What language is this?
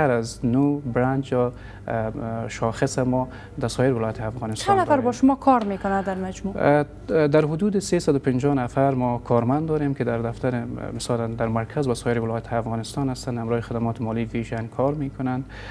Persian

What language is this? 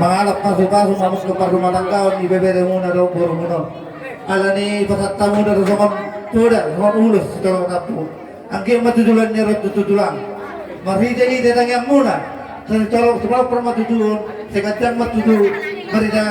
Batak Toba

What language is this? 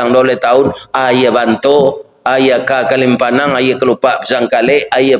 Minangkabau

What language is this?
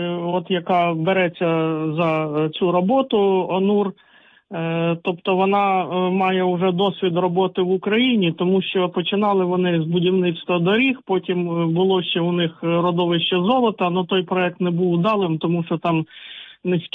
Ukrainian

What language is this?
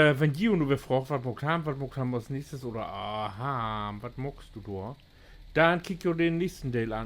Low German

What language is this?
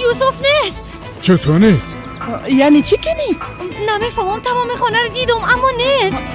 Persian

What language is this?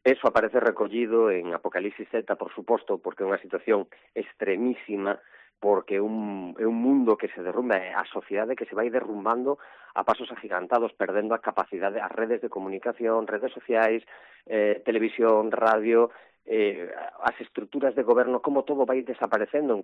Galician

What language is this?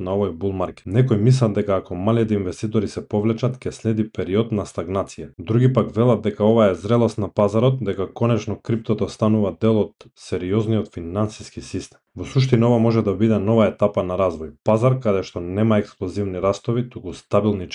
Macedonian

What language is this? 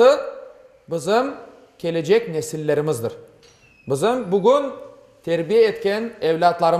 Crimean Tatar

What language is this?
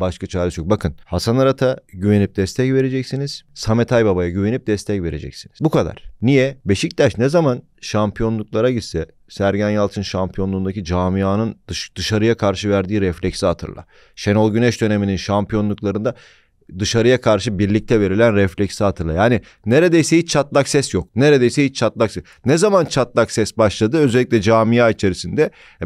Turkish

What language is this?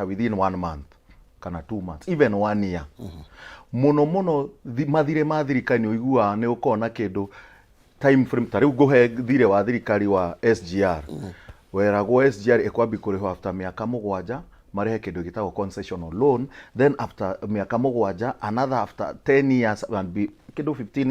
Kikuyu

